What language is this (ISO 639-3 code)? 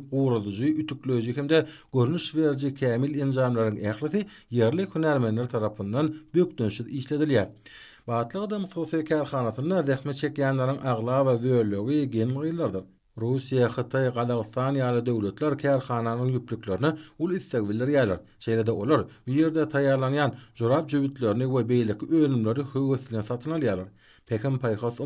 tuk